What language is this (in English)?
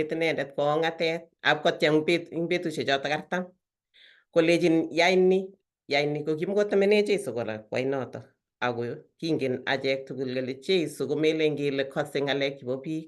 Kalenjin